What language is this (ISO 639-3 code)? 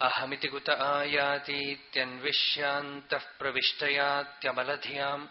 san